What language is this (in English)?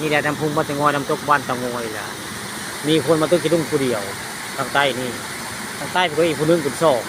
Northeastern Thai